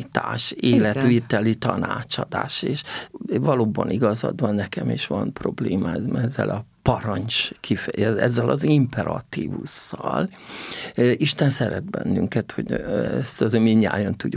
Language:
Hungarian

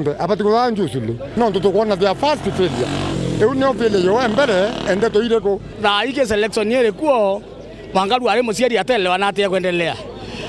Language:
Meru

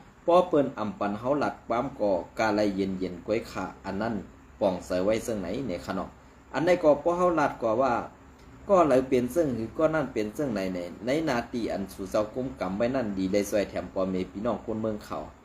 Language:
Shan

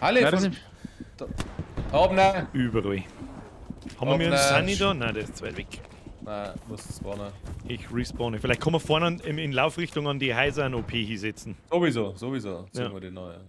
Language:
Bavarian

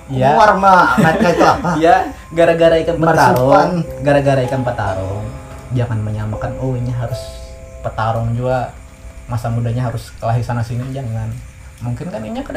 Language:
Banjar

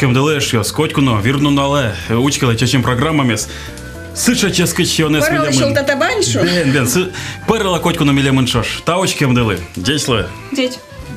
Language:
Udmurt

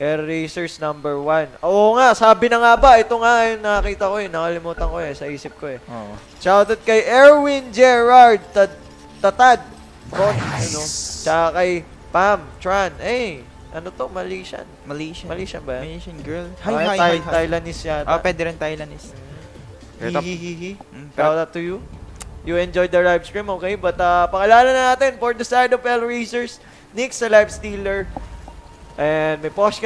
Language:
Filipino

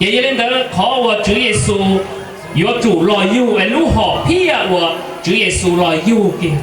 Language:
Hmong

